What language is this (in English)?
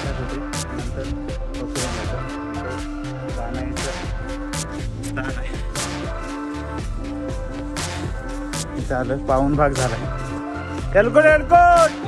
Marathi